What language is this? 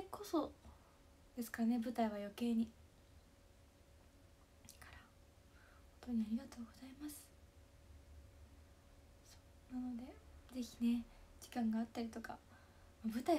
Japanese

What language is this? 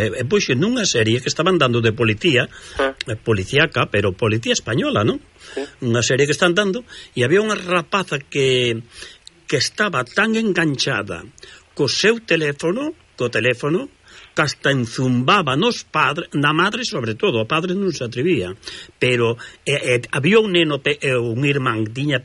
Galician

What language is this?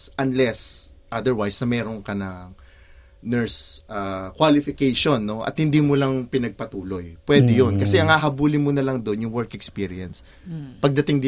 Filipino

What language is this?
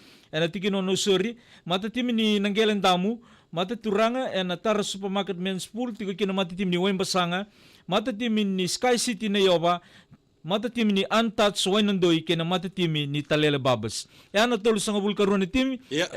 Fijian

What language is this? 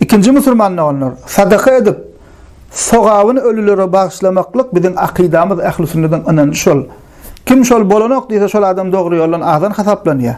Turkmen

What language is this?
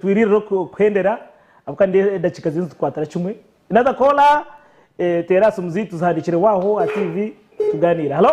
Nyankole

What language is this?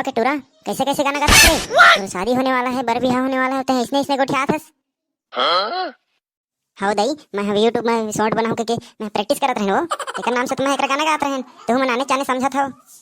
Chhattisgarhi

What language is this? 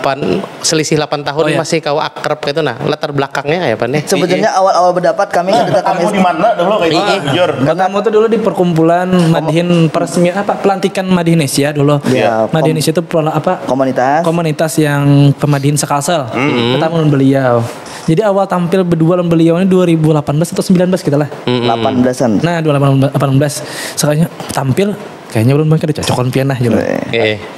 Banjar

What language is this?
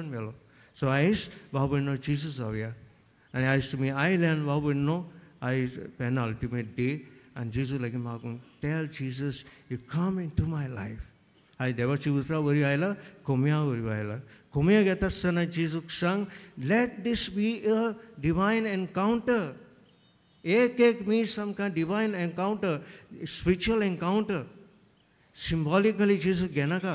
Konkani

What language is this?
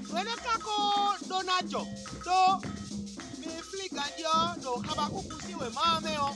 Fon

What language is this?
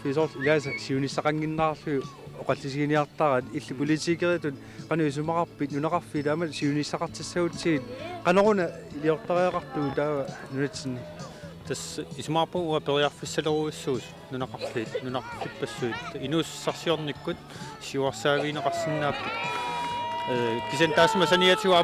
Kalaallisut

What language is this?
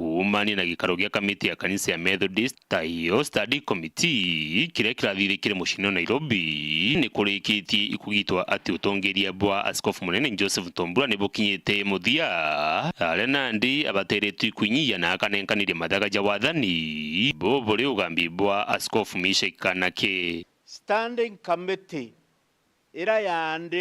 Meru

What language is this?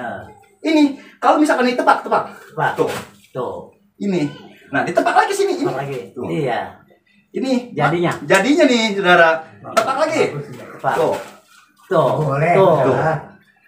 Betawi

